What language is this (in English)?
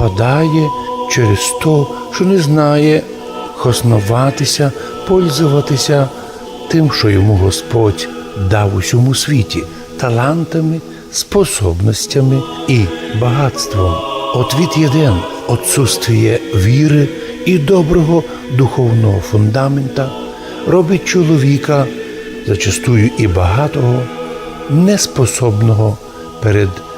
Rusyn